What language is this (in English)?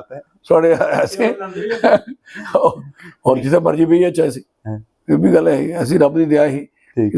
Dogri